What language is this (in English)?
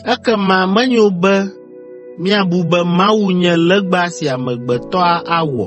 Ewe